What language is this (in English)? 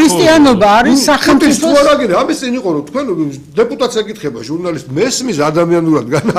Georgian